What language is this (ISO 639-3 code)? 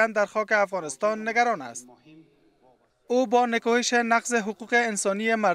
fas